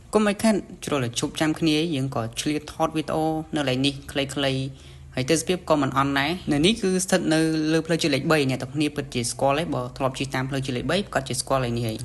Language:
Khmer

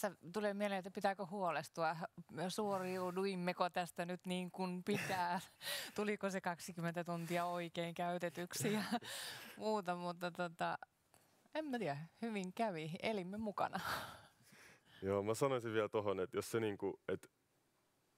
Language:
Finnish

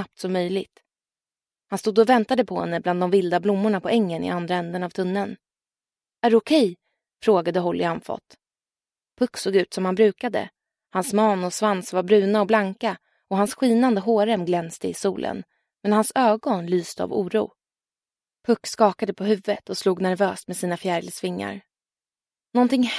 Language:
Swedish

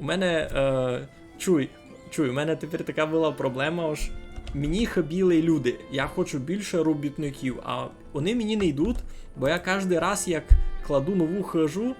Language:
Rusyn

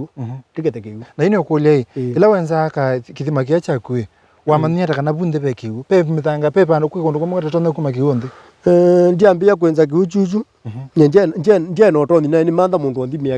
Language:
Kamba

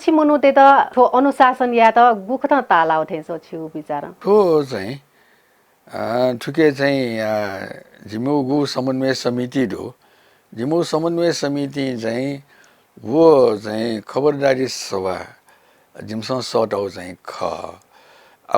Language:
Newari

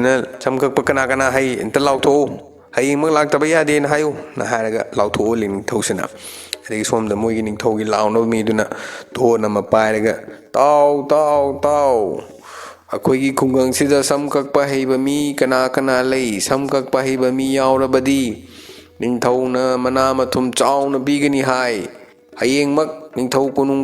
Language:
Manipuri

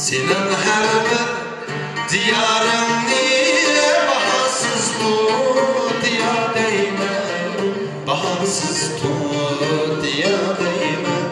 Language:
Uyghur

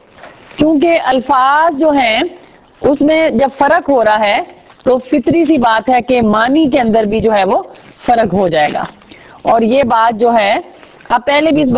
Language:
Urdu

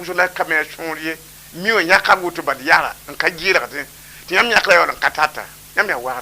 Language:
Mossi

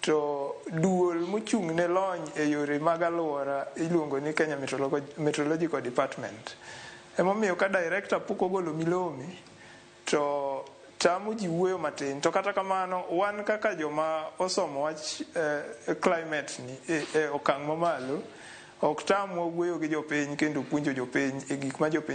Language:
Luo (Kenya and Tanzania)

